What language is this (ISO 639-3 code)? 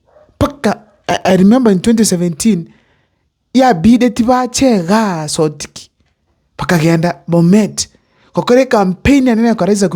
guz